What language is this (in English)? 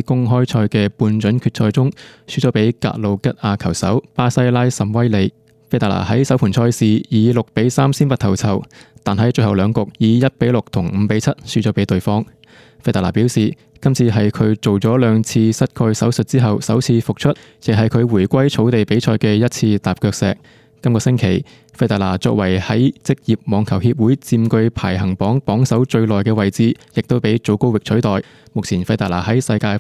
Cantonese